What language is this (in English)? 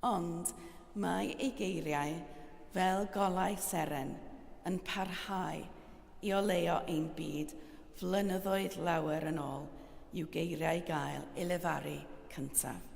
Welsh